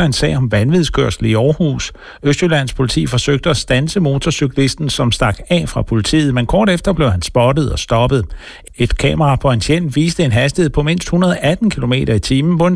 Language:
Danish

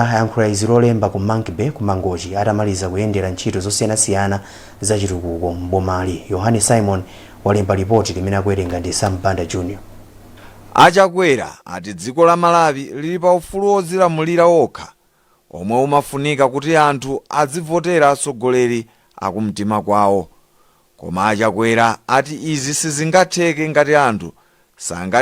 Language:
Nyanja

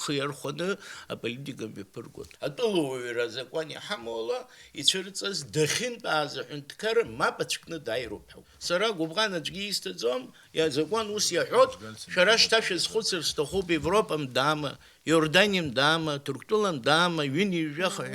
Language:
Abkhazian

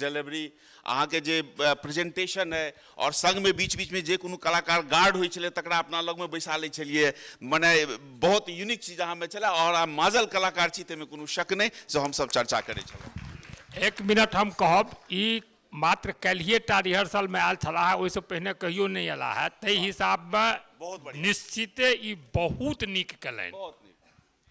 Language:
Maithili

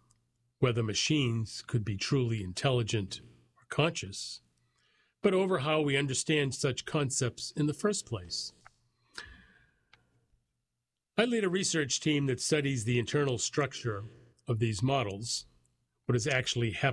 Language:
English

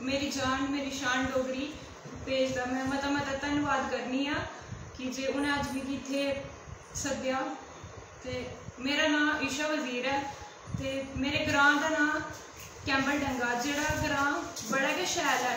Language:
Dogri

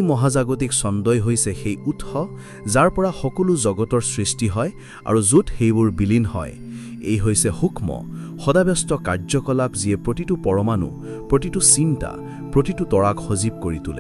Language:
Assamese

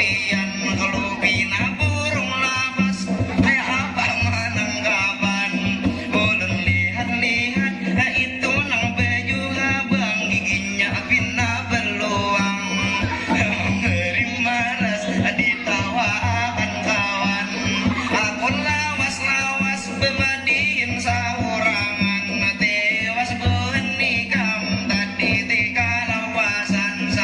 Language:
Banjar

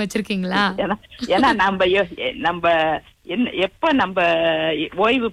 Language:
Tamil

